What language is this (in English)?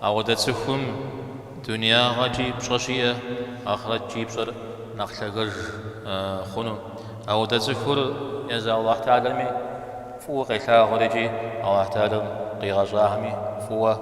Kabardian